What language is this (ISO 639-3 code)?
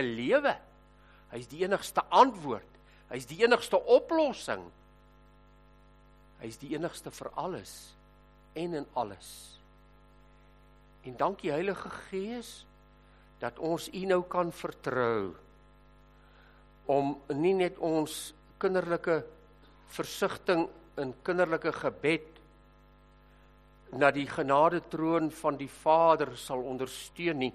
afr